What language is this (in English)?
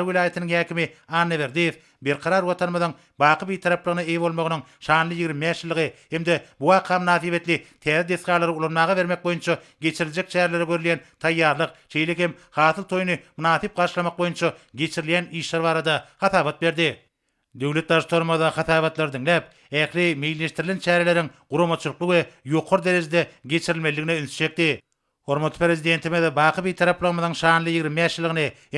Turkmen